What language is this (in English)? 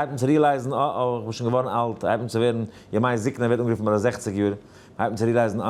Yiddish